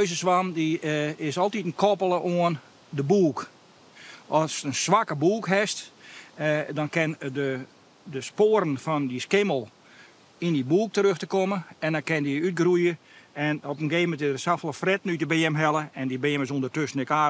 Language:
Western Frisian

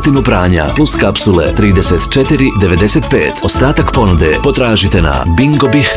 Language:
Bosnian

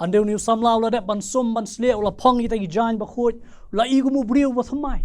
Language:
Khasi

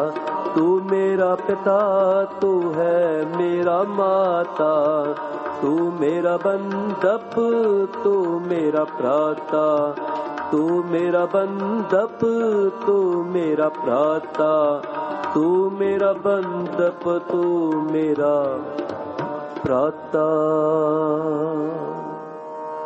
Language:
Hindi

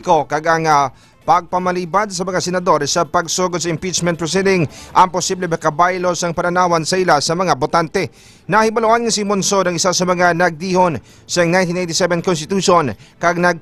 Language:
Hiligaynon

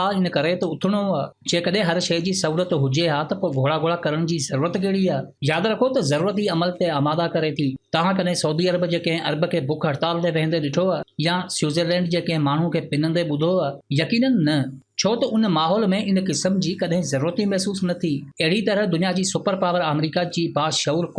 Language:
Sindhi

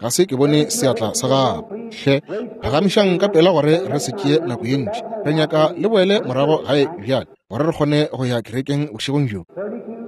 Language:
Northern Sotho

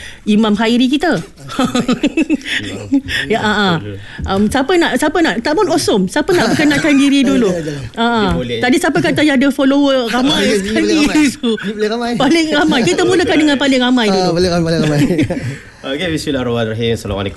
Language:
Malay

